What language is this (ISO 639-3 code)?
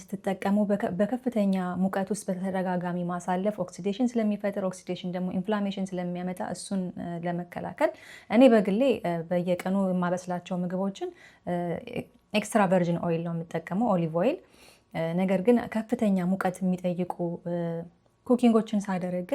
amh